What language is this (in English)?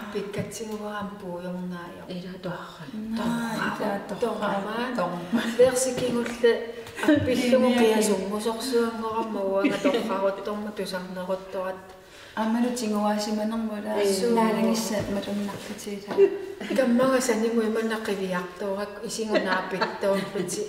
Kalaallisut